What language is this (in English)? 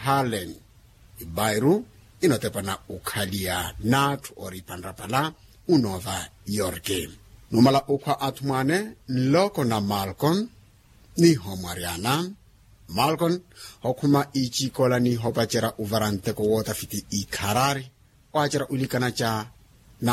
Makhuwa